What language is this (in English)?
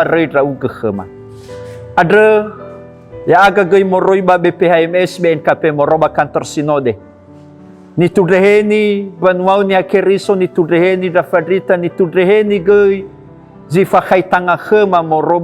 Nias